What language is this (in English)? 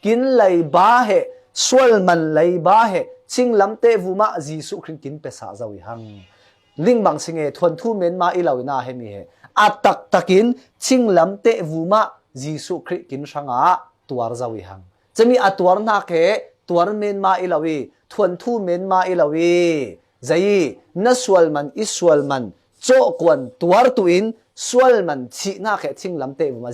Falam Chin